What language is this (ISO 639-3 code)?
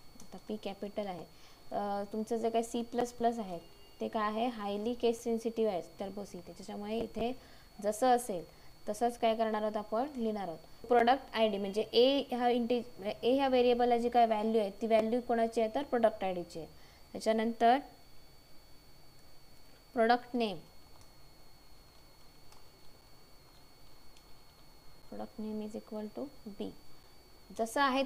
mar